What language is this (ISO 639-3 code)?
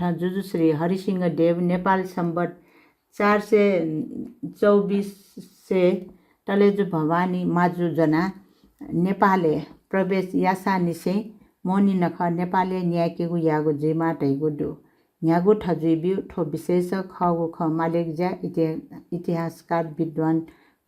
new